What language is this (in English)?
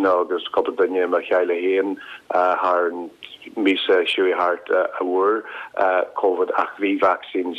Irish